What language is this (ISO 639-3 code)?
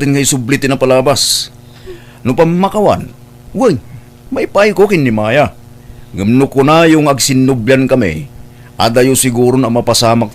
ilo